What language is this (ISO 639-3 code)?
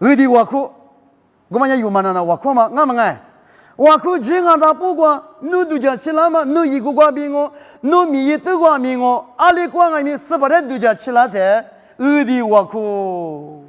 lis